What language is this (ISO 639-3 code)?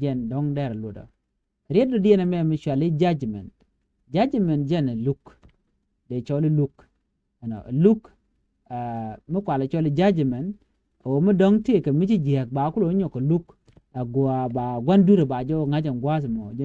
nus